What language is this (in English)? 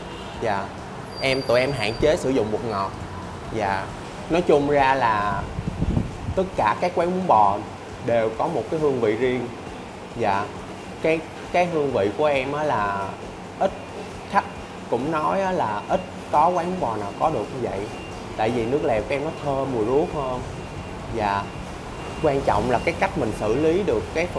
Vietnamese